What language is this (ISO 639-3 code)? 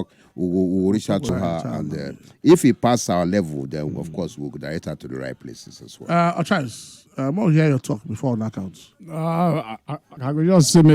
pcm